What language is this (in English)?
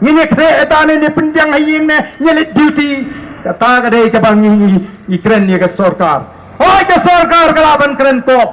Khasi